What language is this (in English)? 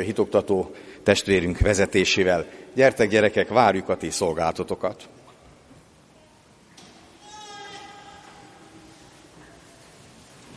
Hungarian